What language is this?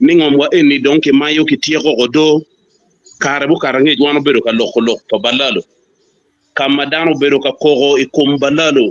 Acoli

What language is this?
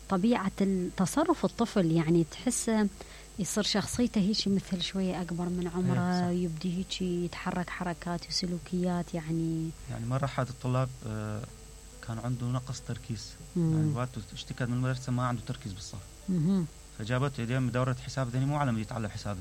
Mesopotamian Arabic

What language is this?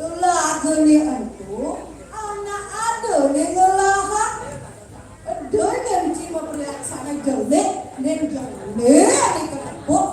Balinese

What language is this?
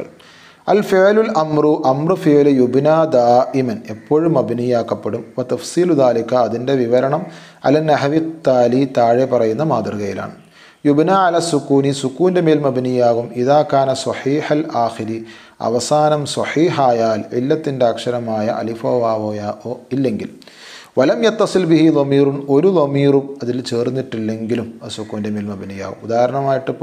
Malayalam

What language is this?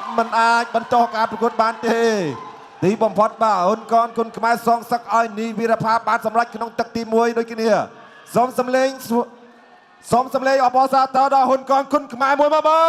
Khmer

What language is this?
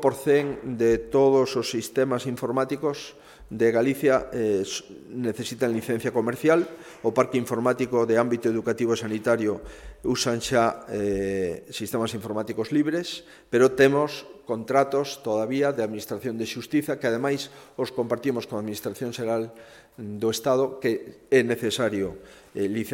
Galician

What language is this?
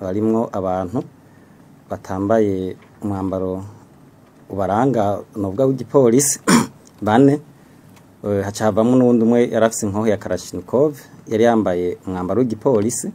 Rundi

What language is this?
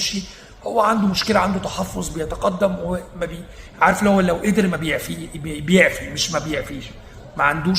Egyptian Arabic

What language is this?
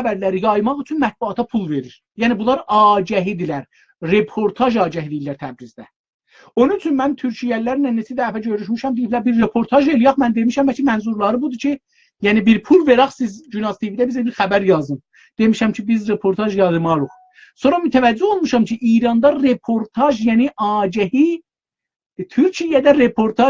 South Azerbaijani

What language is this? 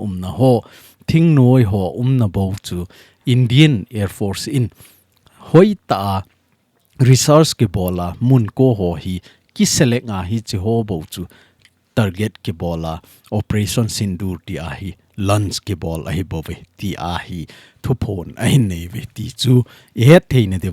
Thado Chin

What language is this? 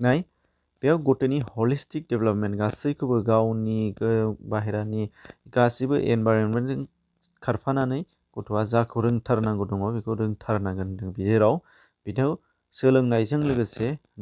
Bodo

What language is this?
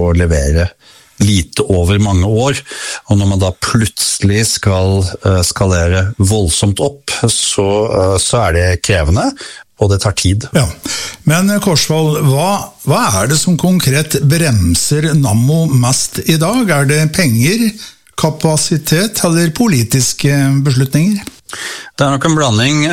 Norwegian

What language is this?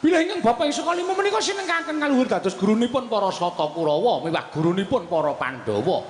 Javanese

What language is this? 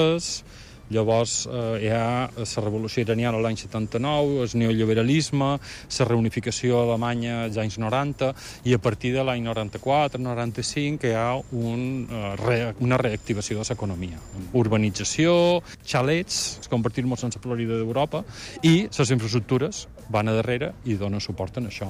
Catalan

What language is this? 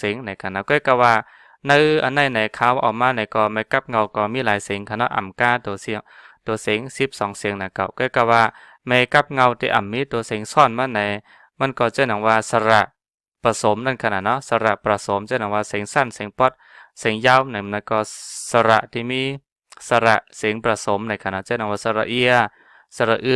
Shan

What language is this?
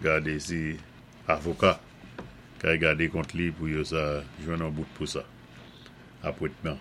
Saint Lucian Creole French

